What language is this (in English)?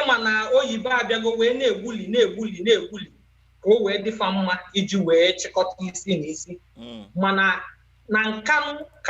Igbo